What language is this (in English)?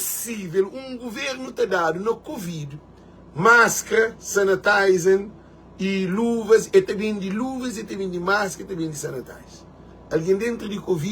Kabuverdianu